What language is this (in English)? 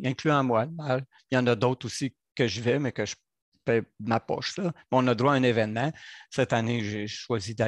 French